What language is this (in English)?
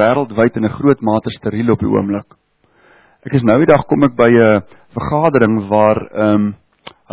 Afrikaans